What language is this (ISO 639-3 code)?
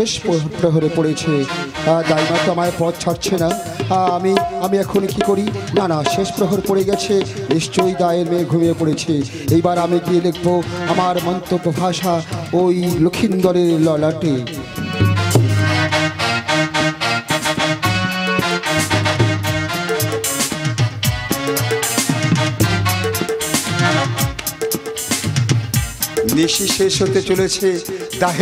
ben